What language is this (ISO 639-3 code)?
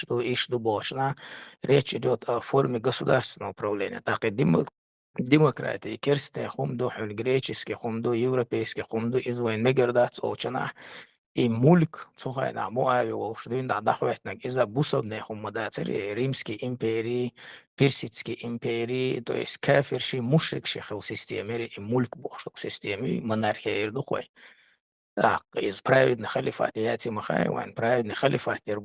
che